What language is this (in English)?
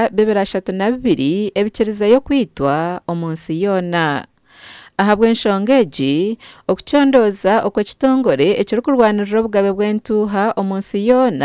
Nyankole